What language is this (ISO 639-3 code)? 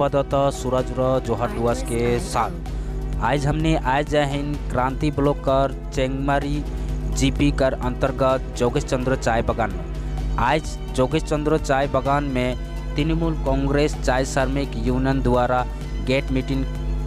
sck